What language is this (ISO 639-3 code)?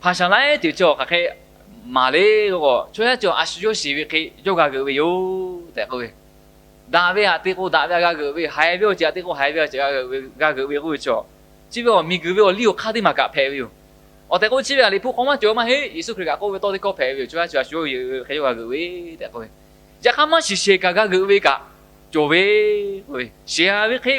lhu